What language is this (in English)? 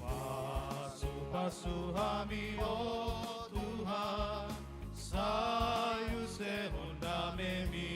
Batak Toba